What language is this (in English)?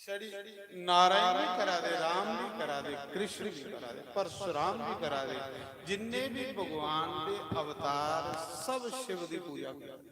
Dogri